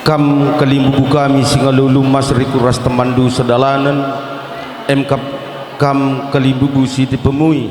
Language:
Batak Karo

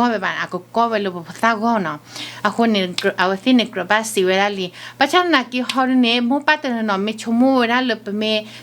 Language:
S'gaw Karen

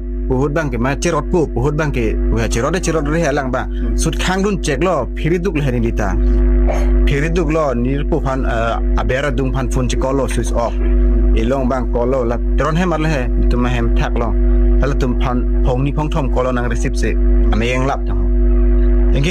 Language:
Karbi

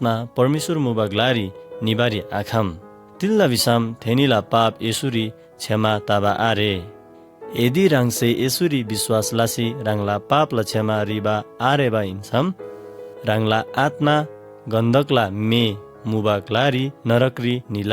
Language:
Eastern Tamang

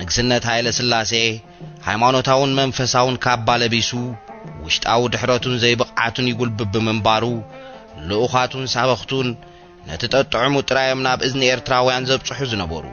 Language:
Tigrinya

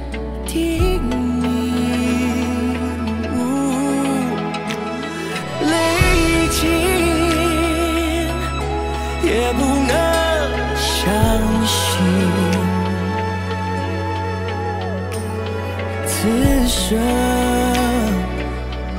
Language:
Chinese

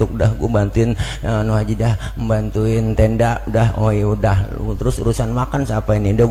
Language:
Betawi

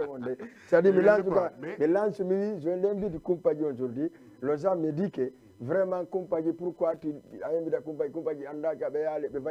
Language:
Fula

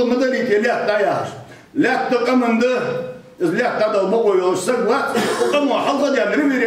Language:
Ingush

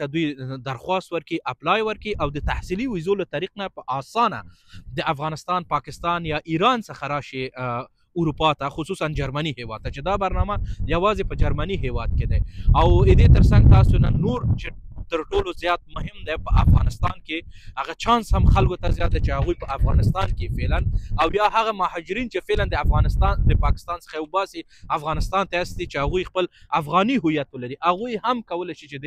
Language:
Pashto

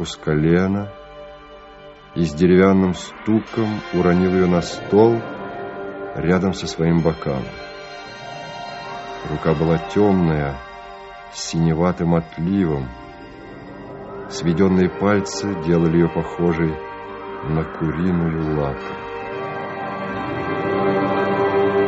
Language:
Russian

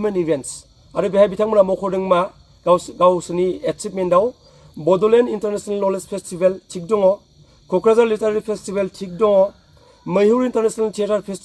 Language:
Bodo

